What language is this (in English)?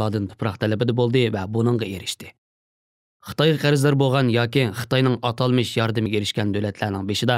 Uyghur